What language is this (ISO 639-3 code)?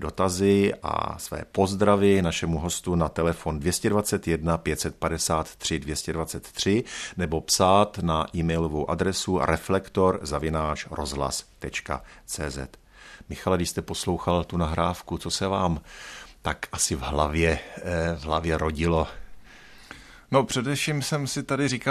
ces